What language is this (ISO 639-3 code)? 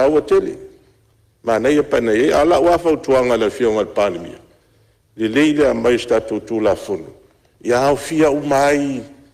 smo